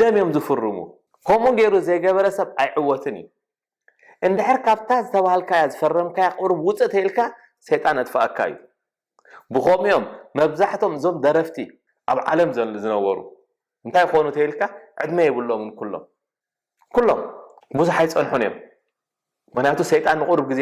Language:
Tigrinya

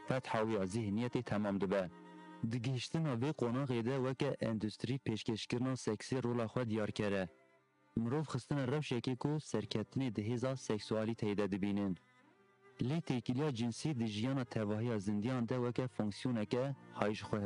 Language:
Kurdish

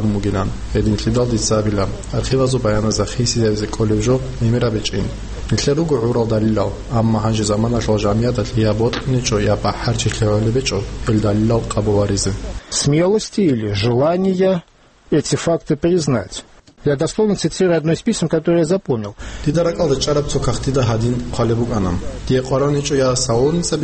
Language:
Avaric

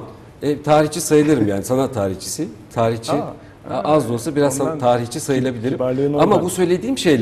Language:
Turkish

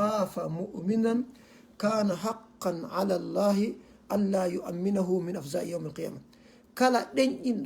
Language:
Fula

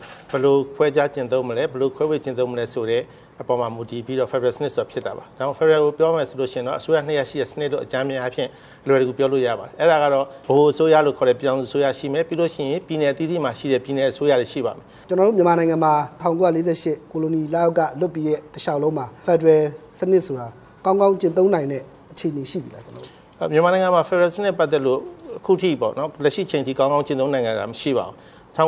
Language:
Burmese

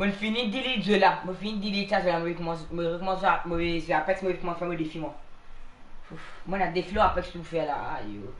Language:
Morisyen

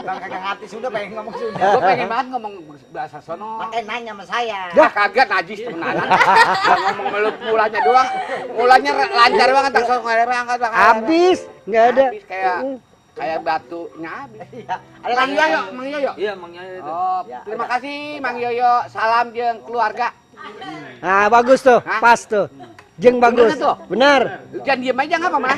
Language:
Betawi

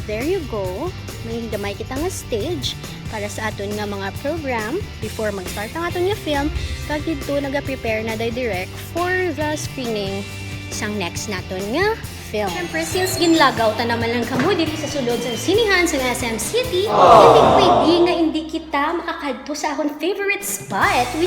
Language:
Hiligaynon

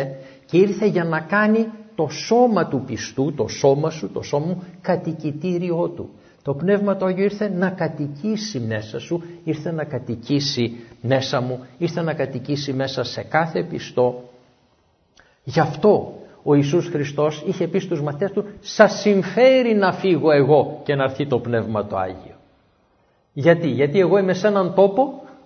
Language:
Greek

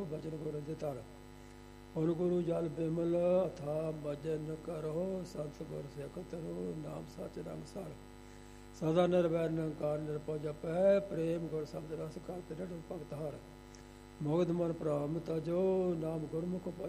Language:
Punjabi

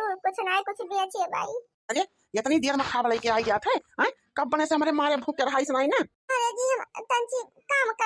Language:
Awadhi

